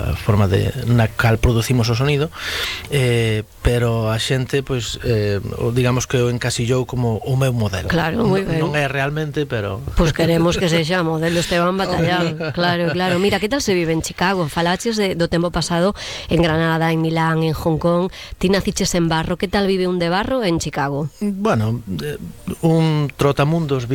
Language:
Galician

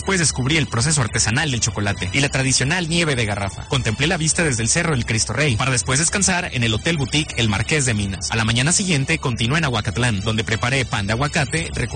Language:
Spanish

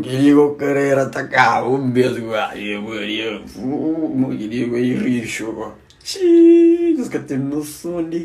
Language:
Kabuverdianu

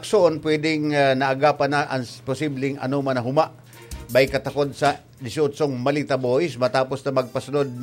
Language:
Bikol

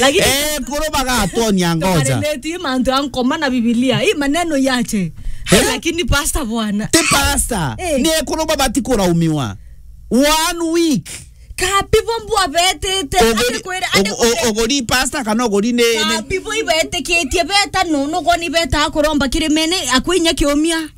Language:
Meru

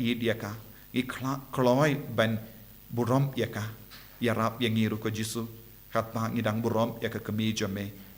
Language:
Khasi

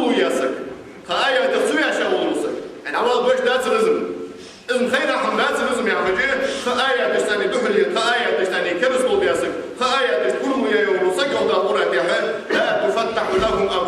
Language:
Ingush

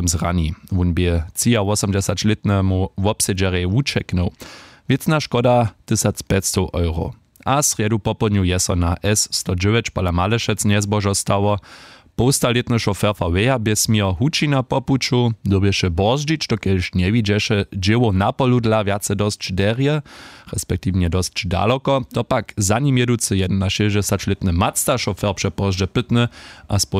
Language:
Upper Sorbian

